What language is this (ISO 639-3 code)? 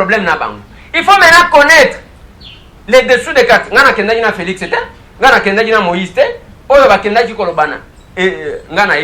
lin